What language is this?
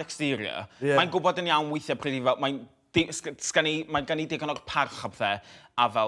Welsh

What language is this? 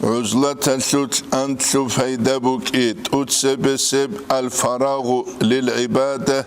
Avaric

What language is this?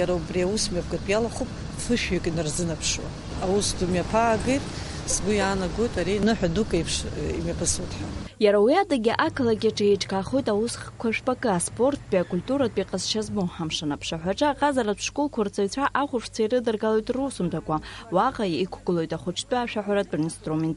Abkhazian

